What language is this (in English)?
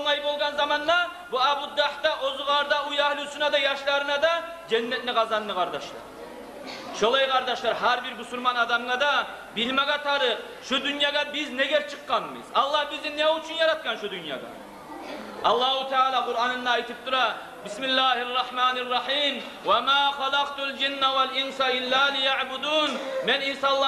Kumyk